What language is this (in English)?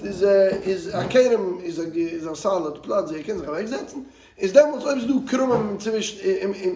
Yiddish